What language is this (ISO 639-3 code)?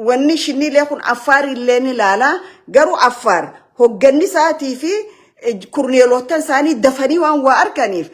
orm